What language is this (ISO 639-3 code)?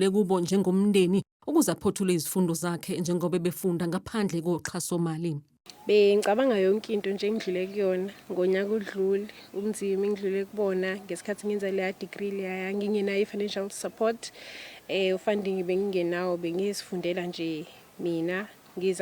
zul